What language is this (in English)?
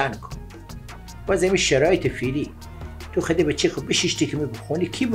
Persian